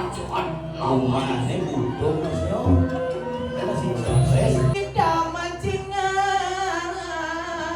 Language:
Balinese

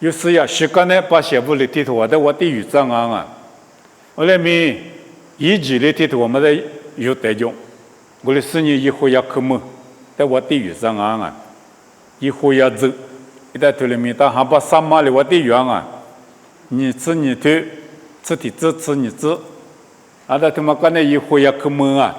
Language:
Lisu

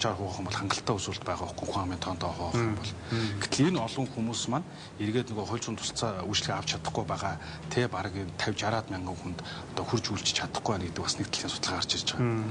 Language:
Mongolian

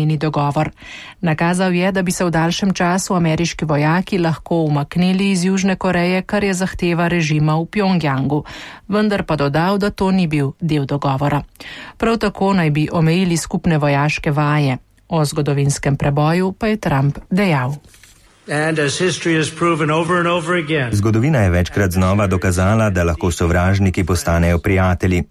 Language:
Slovenian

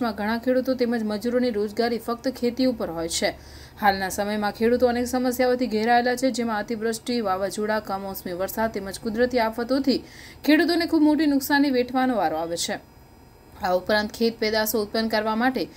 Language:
Gujarati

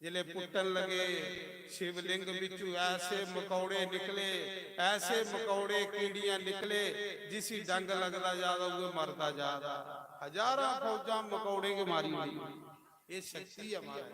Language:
Dogri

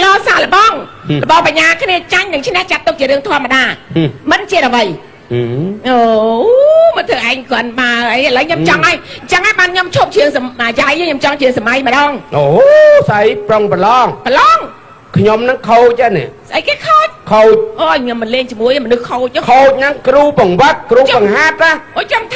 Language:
Khmer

